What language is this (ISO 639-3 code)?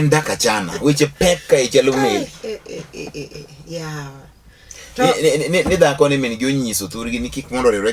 luo